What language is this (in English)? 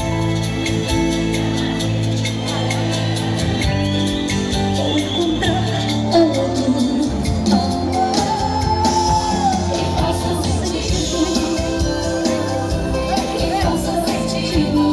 Portuguese